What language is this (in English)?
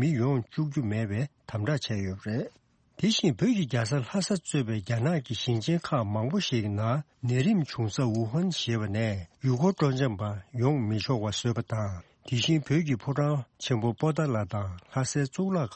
Tibetan